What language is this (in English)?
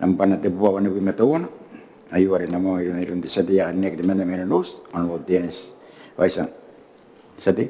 Gilbertese